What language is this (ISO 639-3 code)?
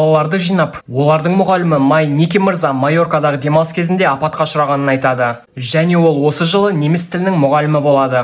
kaz